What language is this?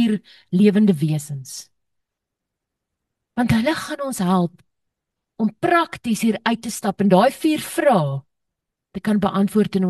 Afrikaans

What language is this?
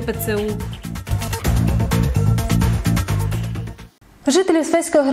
Ukrainian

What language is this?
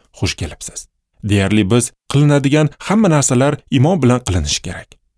Uzbek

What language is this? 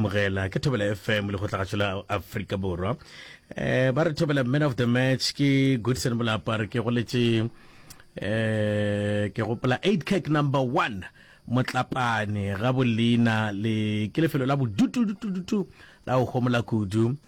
Northern Sotho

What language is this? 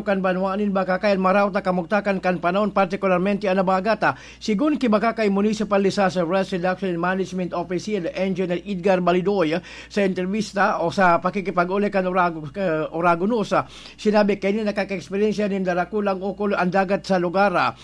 Bikol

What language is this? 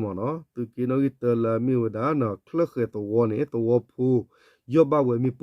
S'gaw Karen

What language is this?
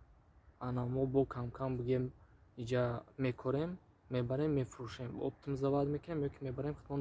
Tajik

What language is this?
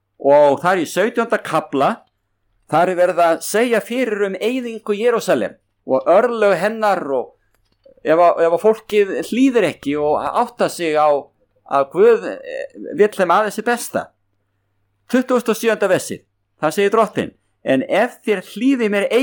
Icelandic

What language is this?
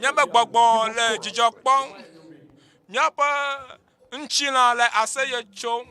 Ewe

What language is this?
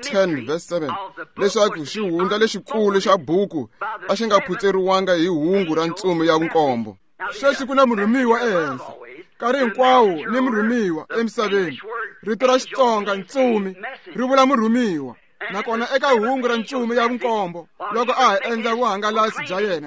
Tsonga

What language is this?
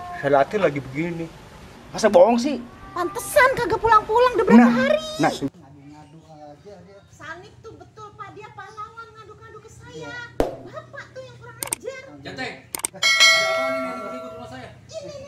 Betawi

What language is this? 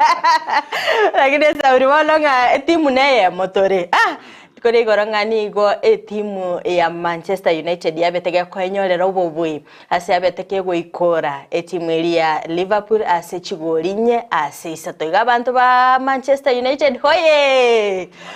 Gusii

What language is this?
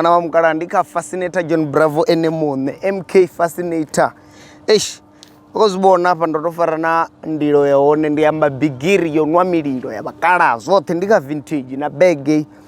Venda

